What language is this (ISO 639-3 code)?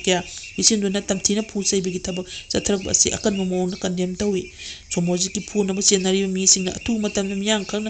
mni